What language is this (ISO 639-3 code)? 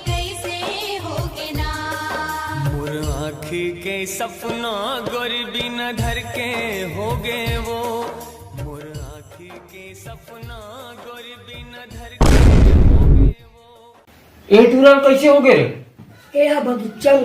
hne